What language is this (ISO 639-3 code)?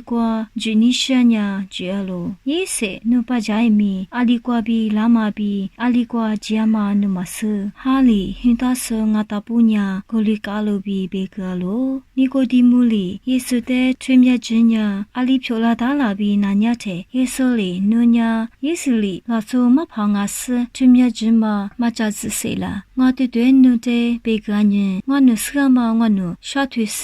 lis